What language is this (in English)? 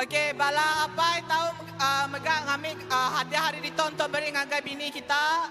Iban